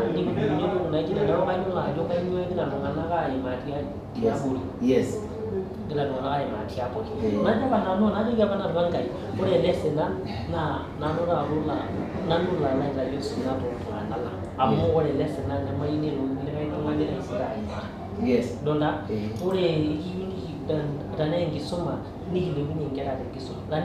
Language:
Masai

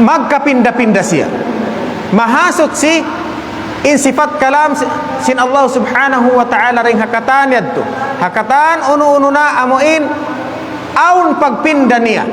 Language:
Tausug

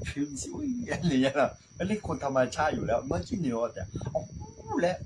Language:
Akha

